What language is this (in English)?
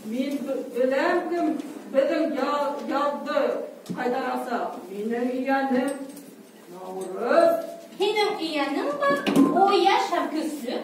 Bashkir